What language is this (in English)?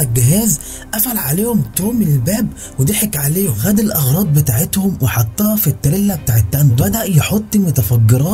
Egyptian Arabic